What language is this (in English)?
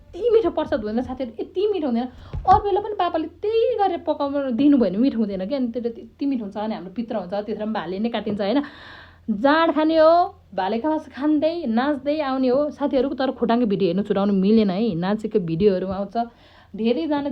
Nepali